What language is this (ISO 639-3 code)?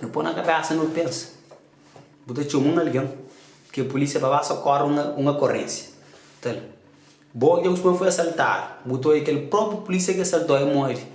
kea